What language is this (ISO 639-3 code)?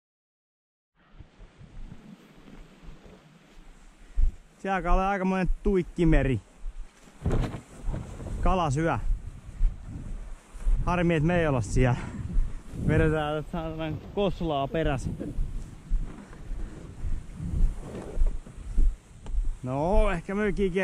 fin